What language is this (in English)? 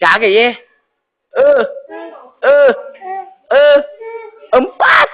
Buginese